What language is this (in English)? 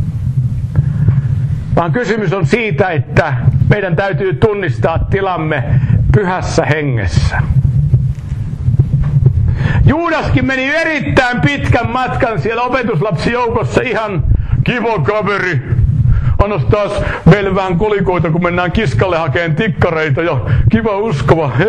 Finnish